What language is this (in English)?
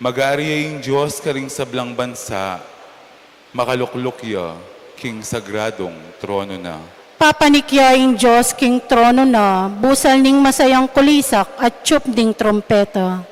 Pampanga